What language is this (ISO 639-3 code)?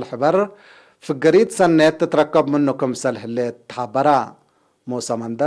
tig